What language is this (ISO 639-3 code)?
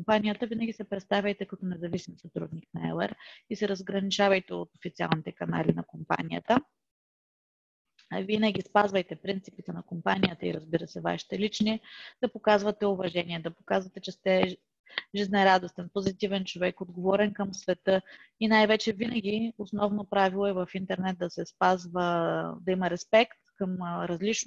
bul